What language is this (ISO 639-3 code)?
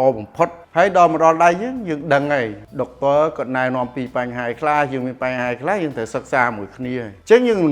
khm